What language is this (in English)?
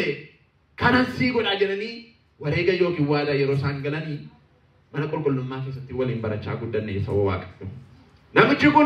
Oromo